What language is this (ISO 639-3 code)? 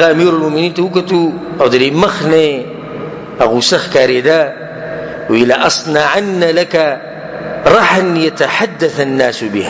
pus